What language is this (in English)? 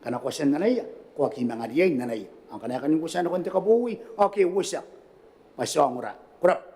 Gilbertese